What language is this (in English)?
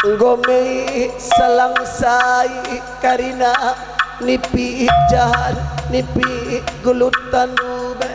Batak Karo